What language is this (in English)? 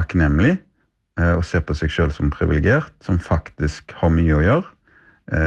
Norwegian